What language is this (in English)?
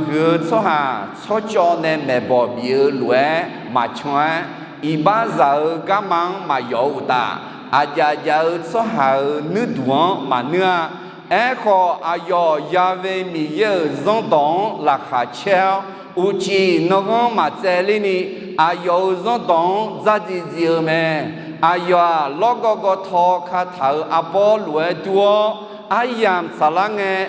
Akha